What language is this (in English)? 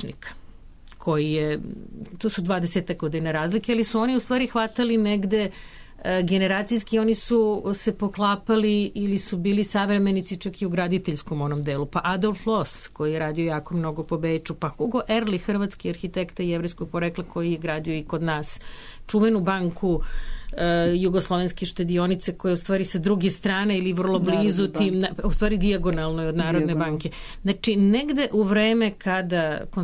Serbian